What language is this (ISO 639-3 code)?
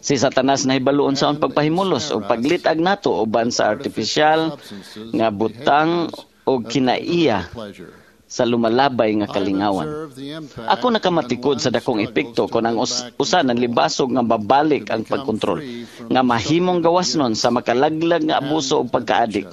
ceb